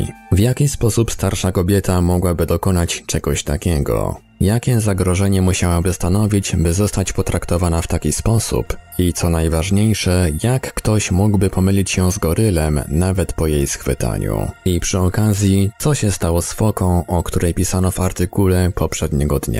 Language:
Polish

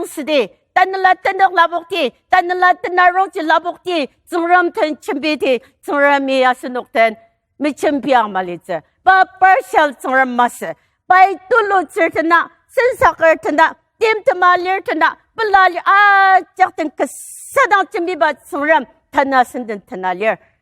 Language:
Ao Naga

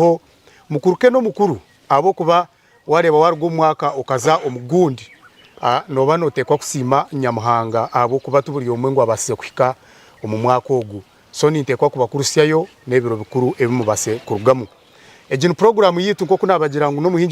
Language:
Nyankole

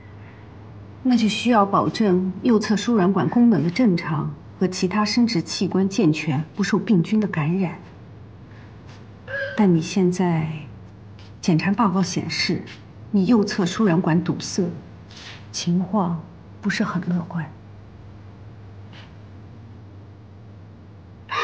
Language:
Chinese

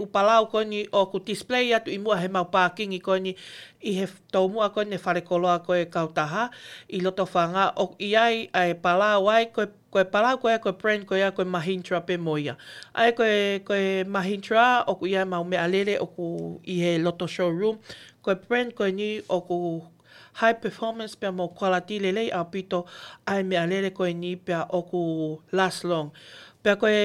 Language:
Tongan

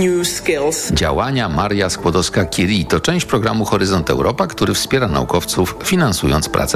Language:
Polish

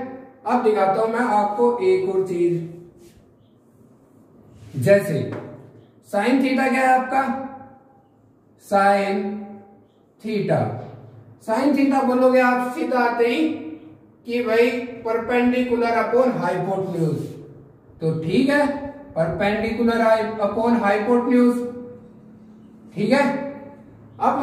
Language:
Hindi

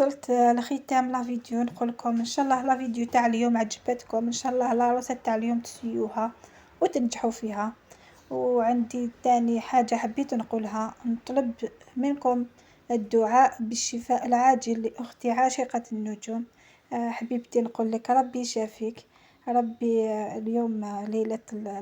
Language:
Algerian Arabic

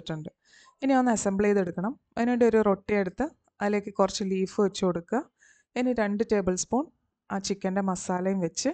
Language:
Malayalam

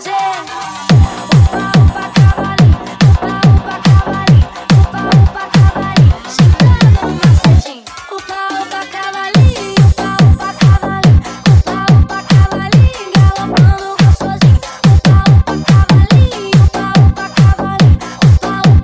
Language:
Portuguese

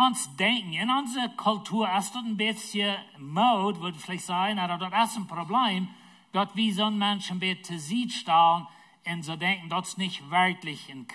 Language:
Plautdietsch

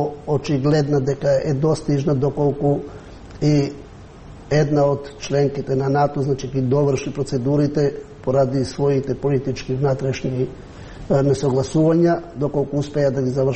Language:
Macedonian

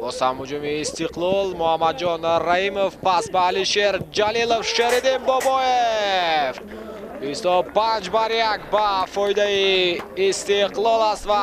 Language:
Tajik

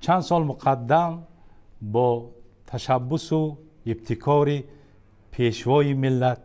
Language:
Tajik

